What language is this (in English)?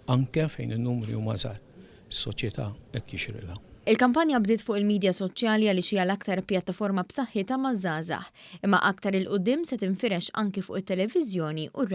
Maltese